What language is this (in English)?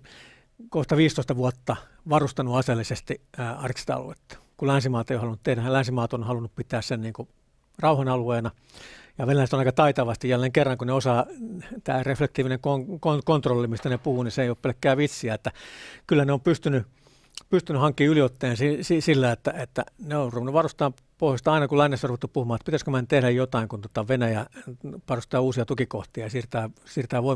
Finnish